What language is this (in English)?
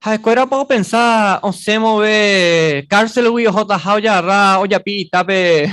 Guarani